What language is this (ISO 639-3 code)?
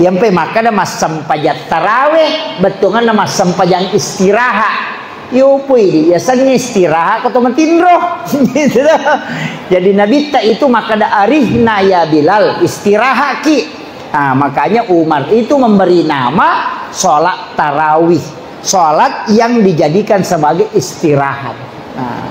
bug